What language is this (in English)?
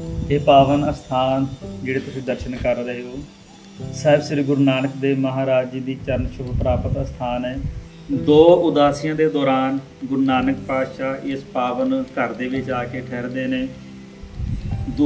Punjabi